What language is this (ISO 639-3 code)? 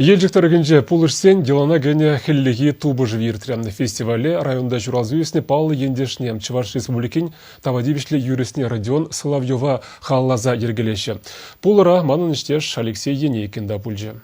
chv